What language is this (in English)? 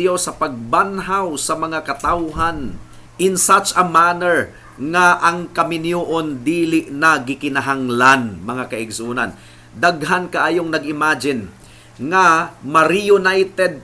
Cebuano